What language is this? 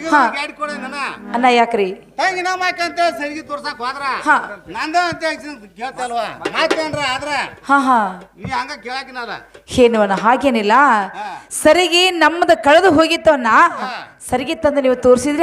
Kannada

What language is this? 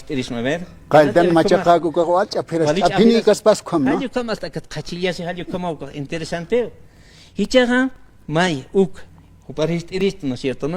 Aymara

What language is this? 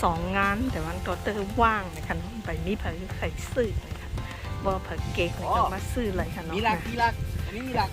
Shan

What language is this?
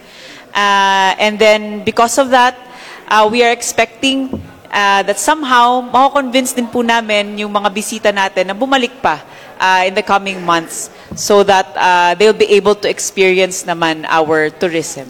Filipino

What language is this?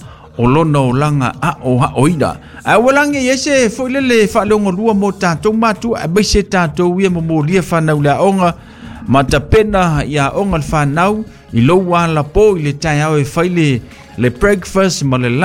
Samoan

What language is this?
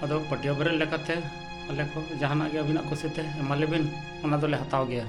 Santali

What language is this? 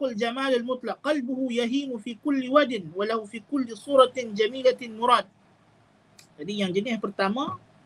Malay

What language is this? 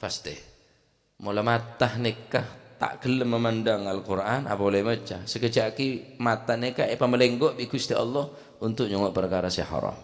Madurese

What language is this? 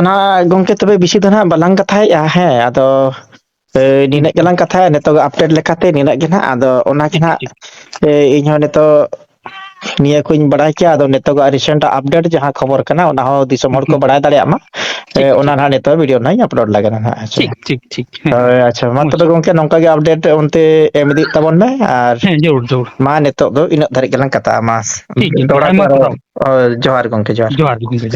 Santali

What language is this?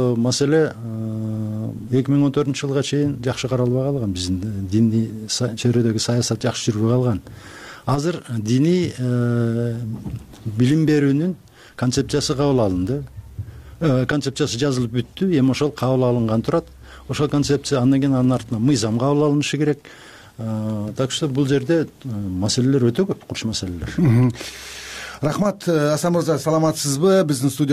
Kyrgyz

